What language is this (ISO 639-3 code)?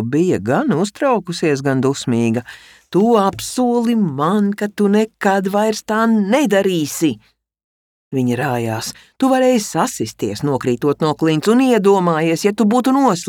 lav